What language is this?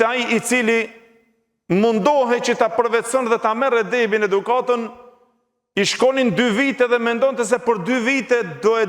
Albanian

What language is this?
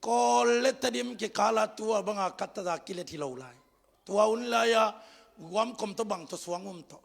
Tedim Chin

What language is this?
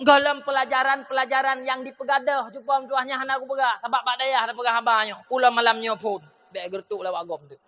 Achinese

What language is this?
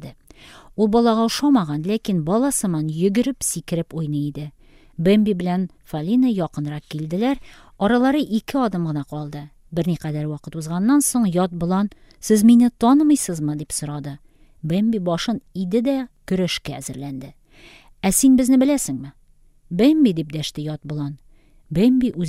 Tatar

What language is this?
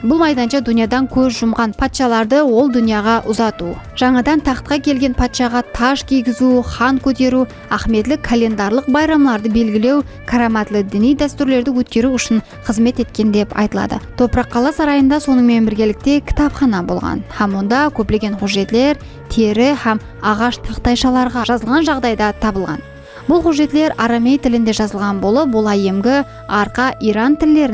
Kara-Kalpak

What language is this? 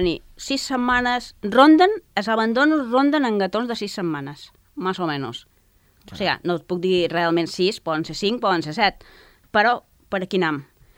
Catalan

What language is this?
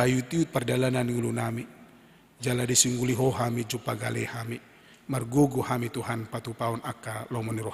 Batak Toba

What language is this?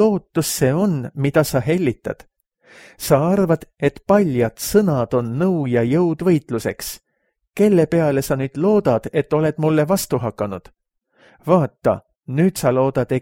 Estonian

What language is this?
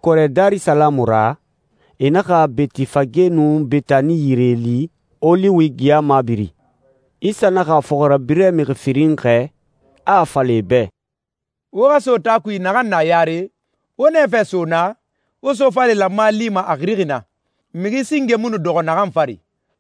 Susu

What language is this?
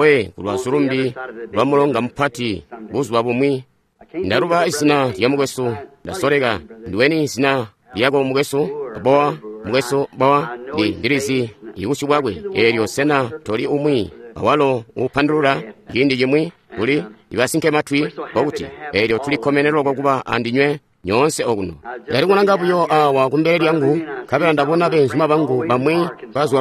Tonga (Zambia)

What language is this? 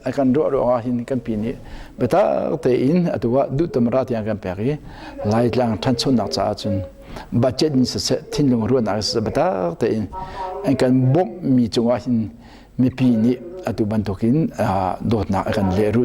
Hakha Chin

